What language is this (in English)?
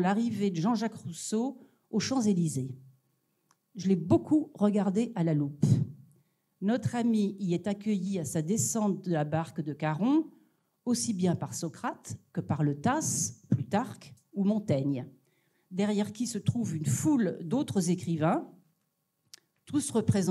French